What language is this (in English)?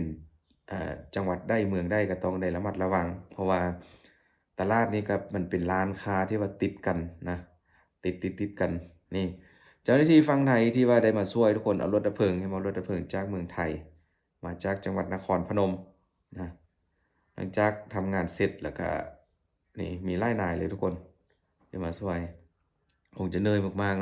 Lao